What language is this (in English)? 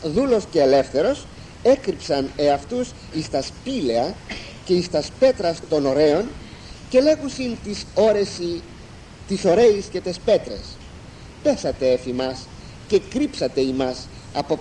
Greek